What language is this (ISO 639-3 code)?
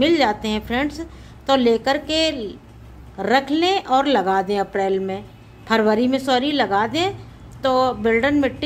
hin